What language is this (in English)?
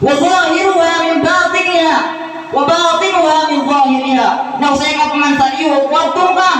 Maranao